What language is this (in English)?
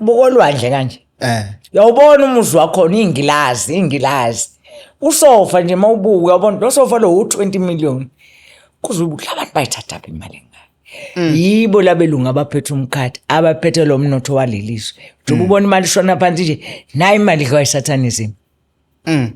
Zulu